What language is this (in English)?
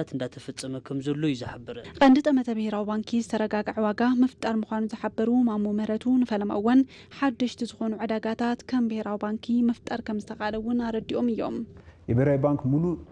Tigrinya